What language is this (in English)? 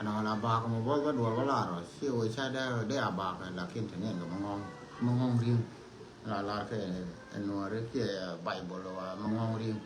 Nuer